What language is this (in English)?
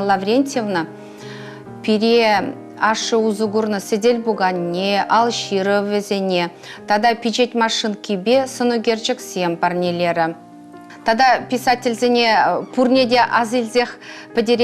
Chuvash